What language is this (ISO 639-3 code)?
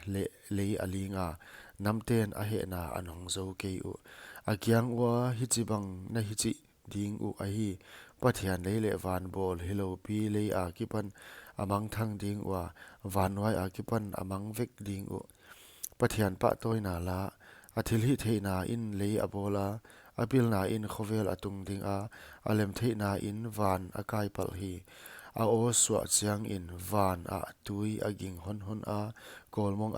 pck